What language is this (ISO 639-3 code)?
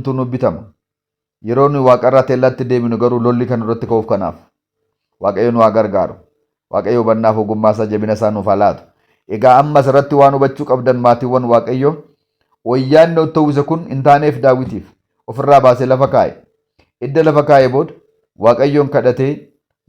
orm